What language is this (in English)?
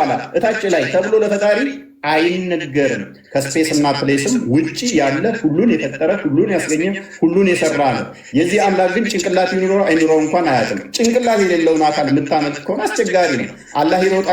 Amharic